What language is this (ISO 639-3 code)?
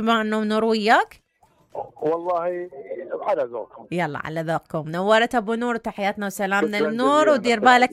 acm